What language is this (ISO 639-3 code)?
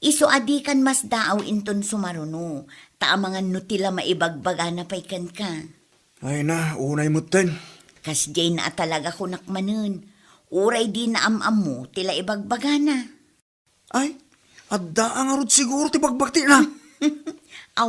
ilo